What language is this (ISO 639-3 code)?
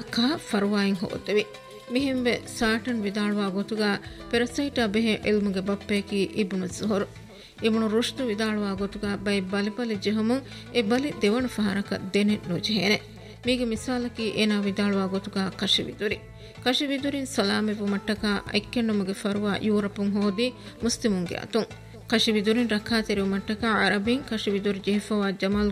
div